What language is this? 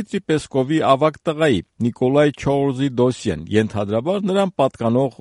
Armenian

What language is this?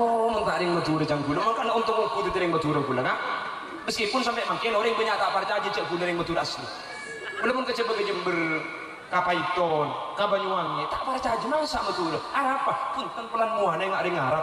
Madurese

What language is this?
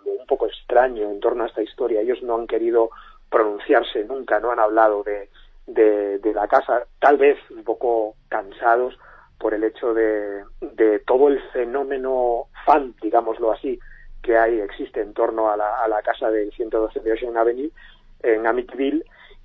Spanish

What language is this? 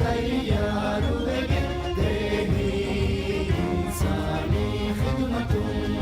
Divehi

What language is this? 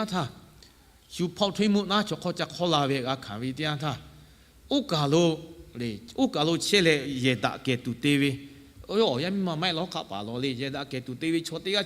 Lahu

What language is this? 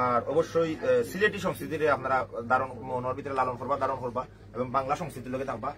Sylheti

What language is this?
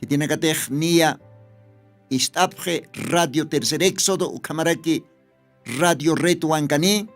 Aymara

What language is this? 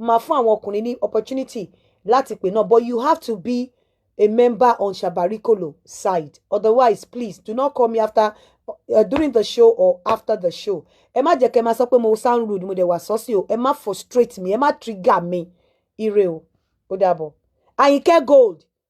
Yoruba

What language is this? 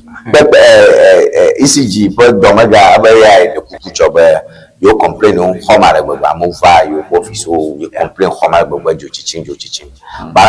Ewe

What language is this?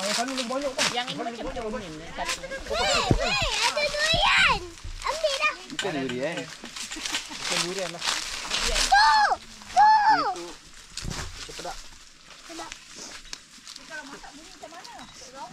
Malay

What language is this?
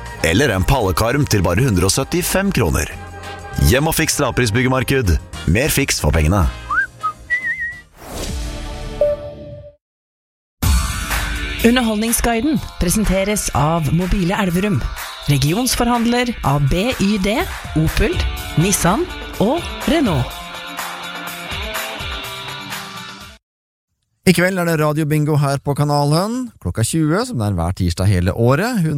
Norwegian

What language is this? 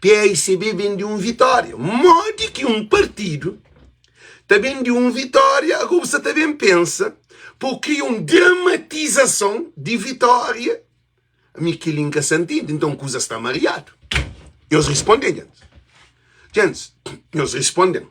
Kabuverdianu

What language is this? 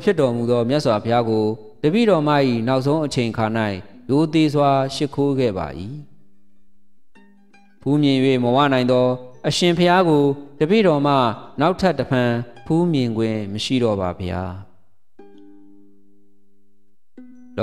Burmese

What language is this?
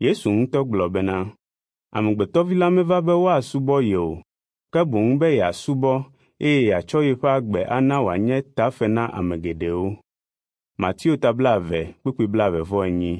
Ewe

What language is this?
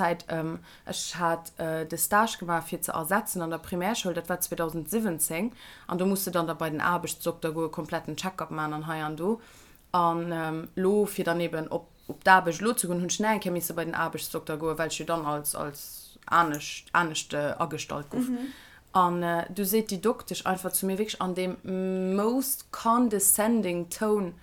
Luxembourgish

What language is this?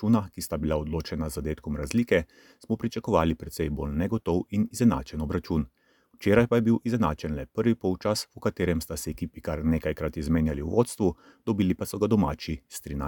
Slovenian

